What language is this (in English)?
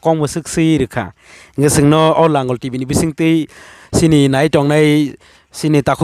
Kok Borok